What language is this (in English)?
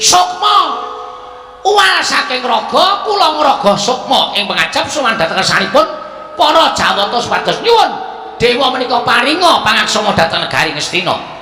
Javanese